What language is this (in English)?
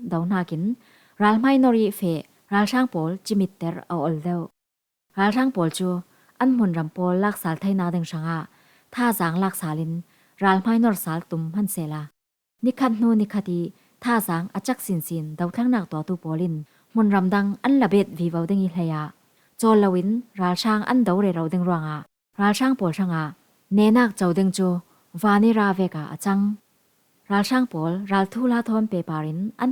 Falam Chin